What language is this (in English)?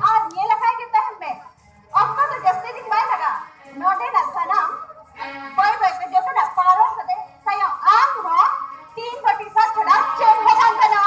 Santali